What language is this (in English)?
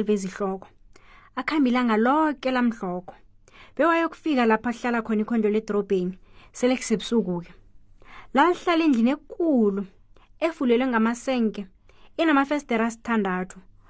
South Ndebele